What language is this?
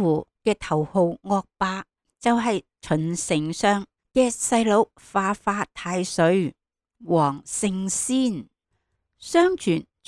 Cantonese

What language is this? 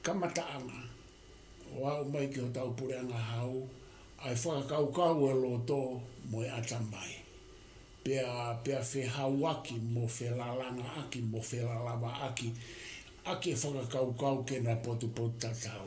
Tongan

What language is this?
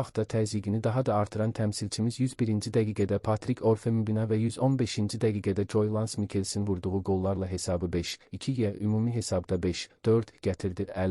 Azerbaijani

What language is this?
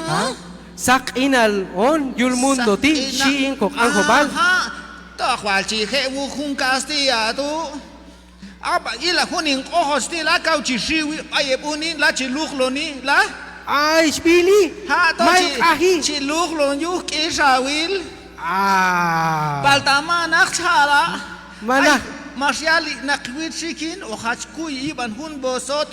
Q'anjob'al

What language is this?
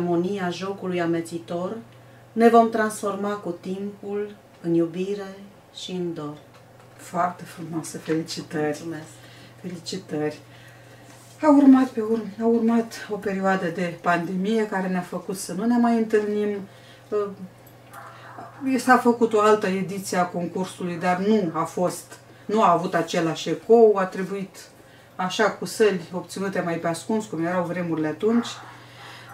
Romanian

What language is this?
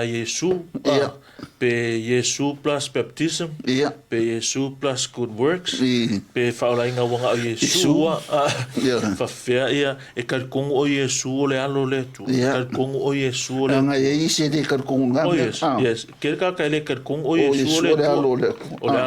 Samoan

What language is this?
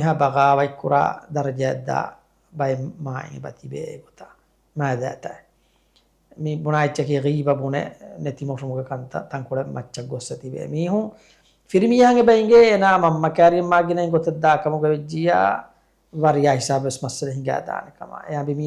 Divehi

